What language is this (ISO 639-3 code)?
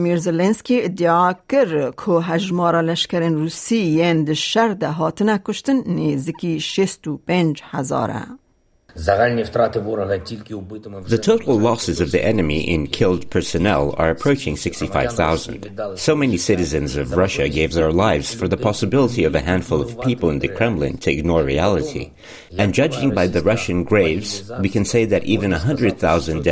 kur